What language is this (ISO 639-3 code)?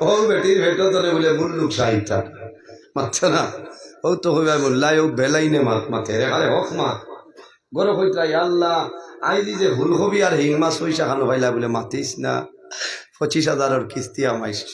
syl